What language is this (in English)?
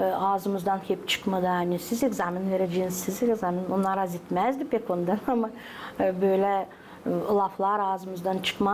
Gagauz